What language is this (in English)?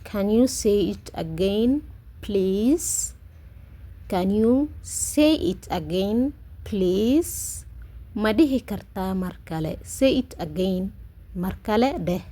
Somali